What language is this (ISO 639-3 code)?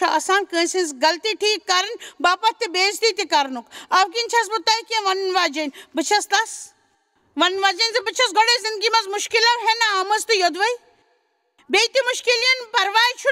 kas